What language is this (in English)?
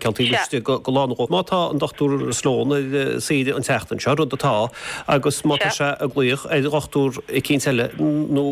Irish